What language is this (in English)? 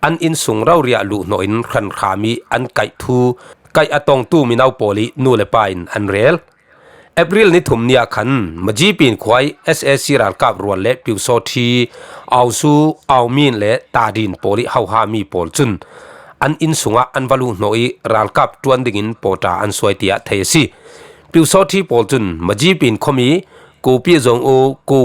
Falam Chin